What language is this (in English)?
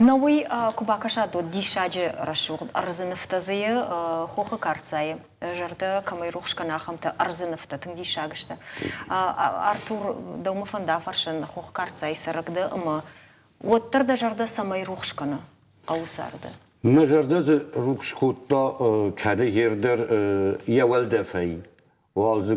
Ossetic